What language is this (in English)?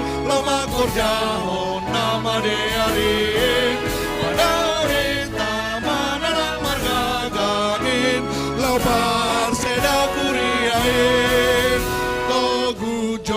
Batak Simalungun